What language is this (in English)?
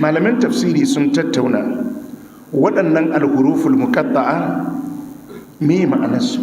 Hausa